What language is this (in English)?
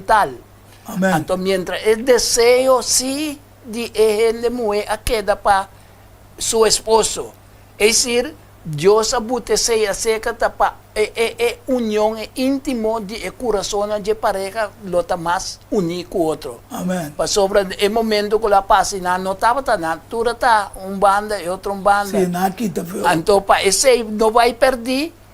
Papiamento